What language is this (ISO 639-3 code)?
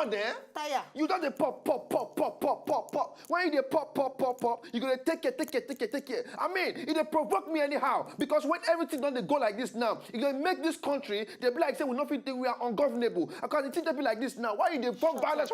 pcm